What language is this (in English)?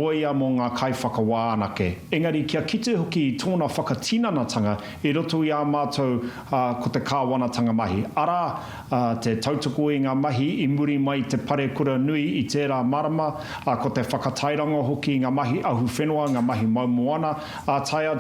Māori